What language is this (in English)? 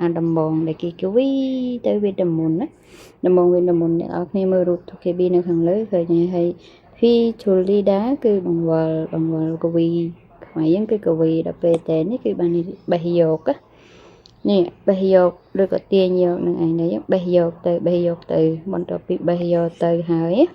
Khmer